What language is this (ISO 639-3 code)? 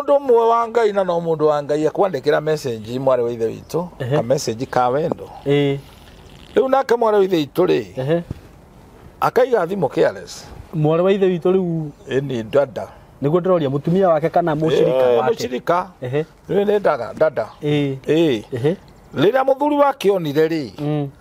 kik